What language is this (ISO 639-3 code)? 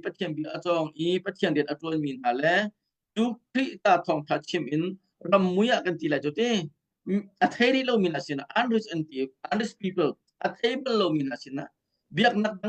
cnh